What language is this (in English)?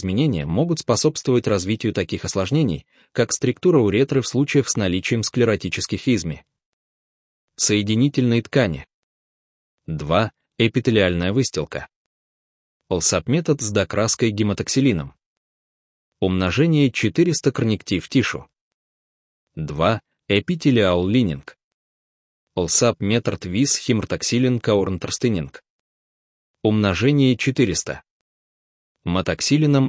Russian